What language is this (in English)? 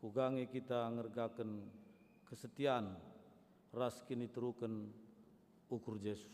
Batak Karo